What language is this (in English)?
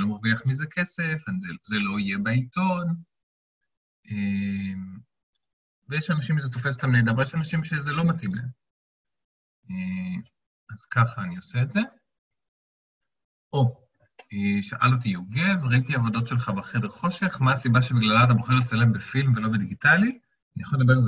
Hebrew